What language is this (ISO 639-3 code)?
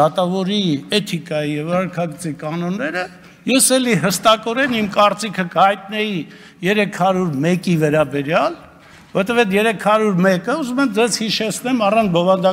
hye